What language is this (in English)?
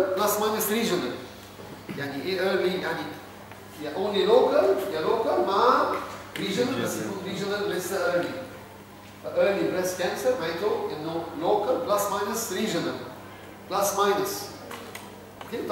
Egyptian Arabic